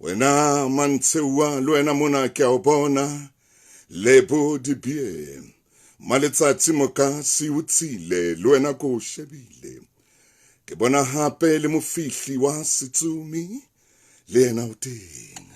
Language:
Southern Sotho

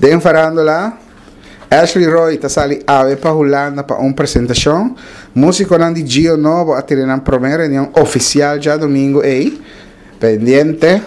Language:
Papiamento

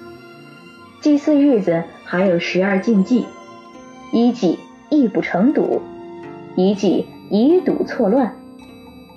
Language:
Chinese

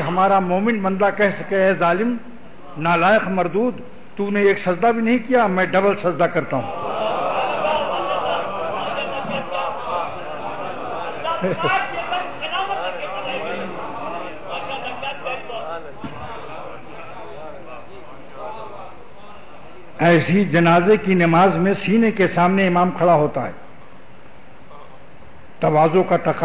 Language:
Urdu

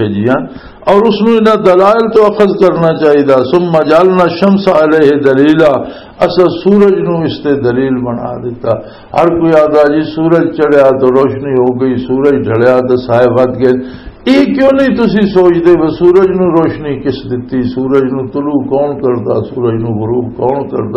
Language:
Western Panjabi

